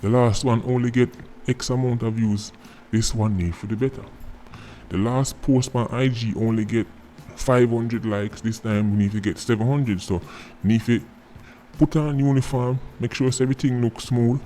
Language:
Jamaican Creole English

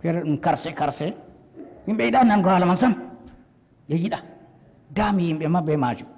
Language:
Fula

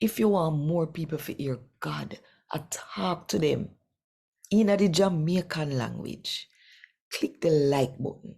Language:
Jamaican Creole English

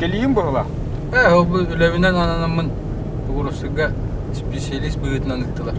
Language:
Yakut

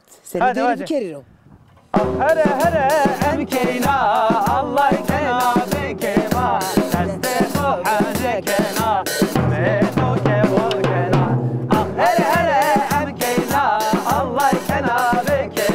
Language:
Zaza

